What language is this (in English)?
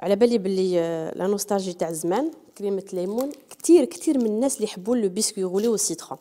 Algerian Arabic